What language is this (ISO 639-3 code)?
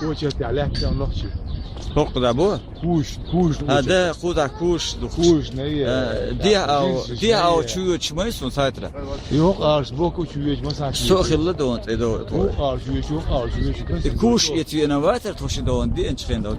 che